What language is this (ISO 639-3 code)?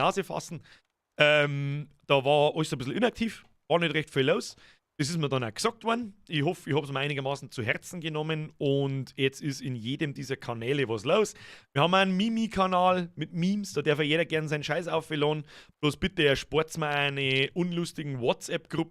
bar